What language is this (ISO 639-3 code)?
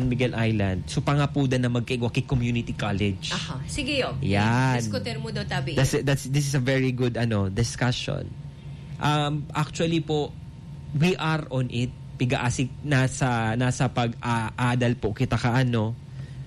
bik